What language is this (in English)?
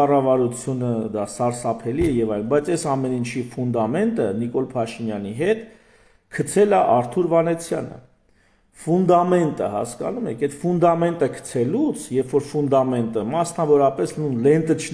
Armenian